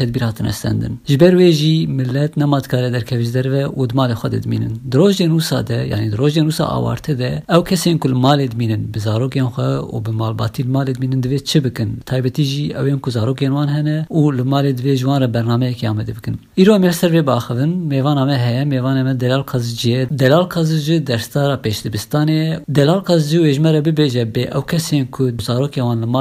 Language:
Kurdish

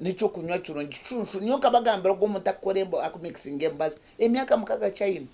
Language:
Nyankole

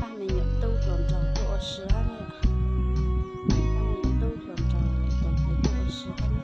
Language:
Hmong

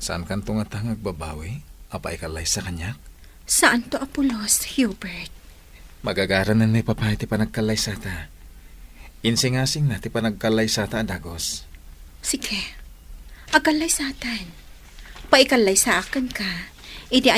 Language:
Iloko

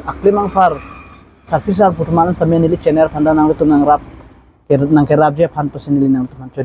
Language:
Karbi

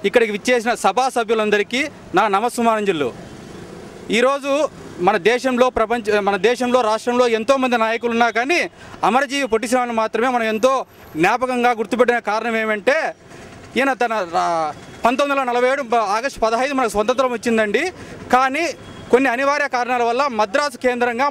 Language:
Telugu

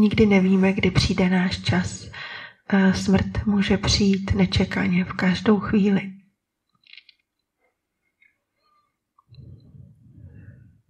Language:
Czech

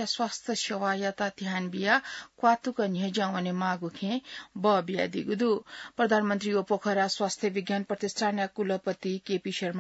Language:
Newari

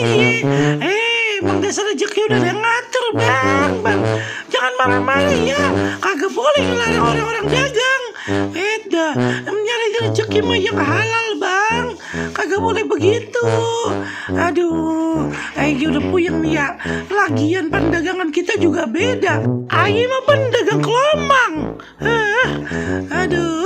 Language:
Betawi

